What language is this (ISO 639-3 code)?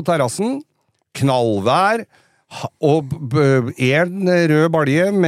nor